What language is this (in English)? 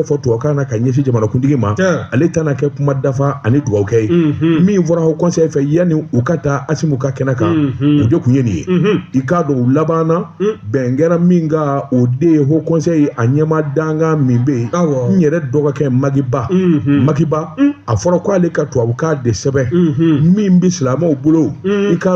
Bambara